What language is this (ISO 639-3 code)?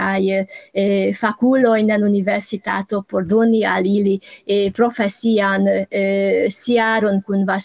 epo